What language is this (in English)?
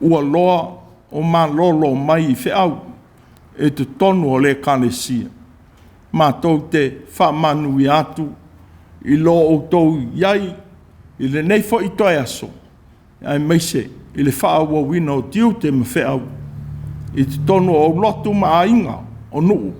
Samoan